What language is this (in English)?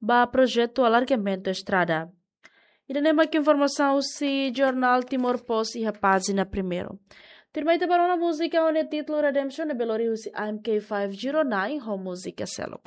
Tetum